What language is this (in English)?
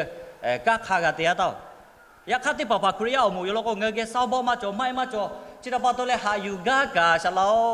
Lahu